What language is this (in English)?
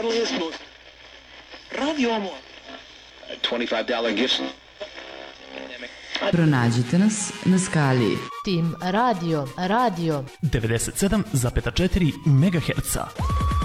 Serbian